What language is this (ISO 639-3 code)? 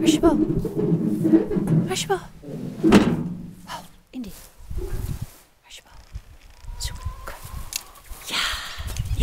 nld